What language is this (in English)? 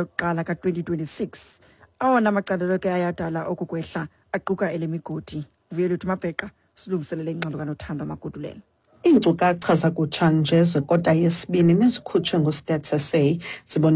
Xhosa